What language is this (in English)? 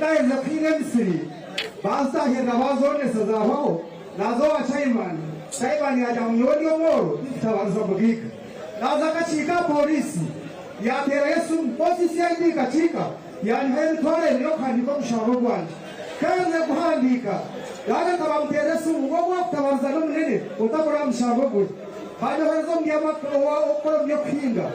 Nyankole